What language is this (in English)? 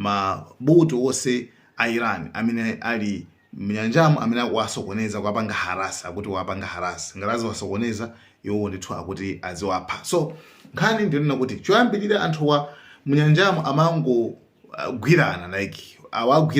Nyanja